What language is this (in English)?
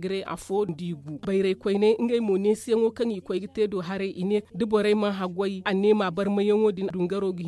Zarma